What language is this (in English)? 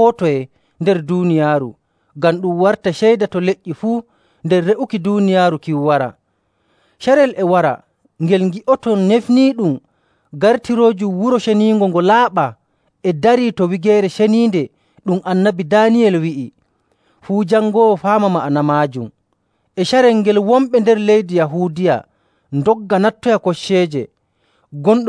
Nigerian Fulfulde